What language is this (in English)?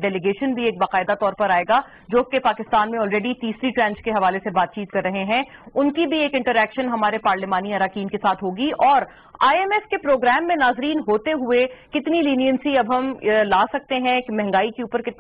Urdu